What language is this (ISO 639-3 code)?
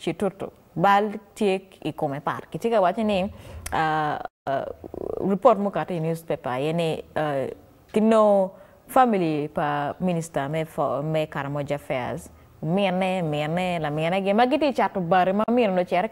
ach